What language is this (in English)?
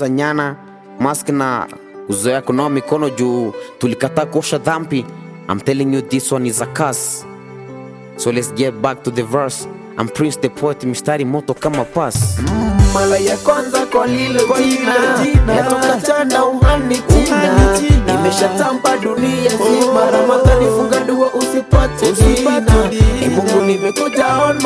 Swahili